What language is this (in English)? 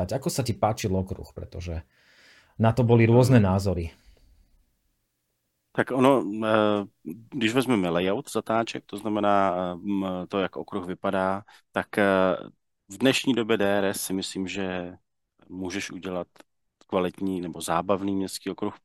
Czech